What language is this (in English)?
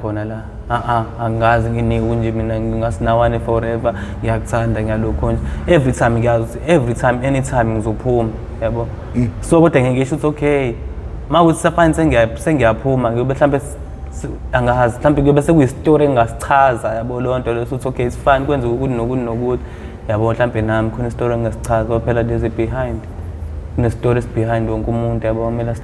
Zulu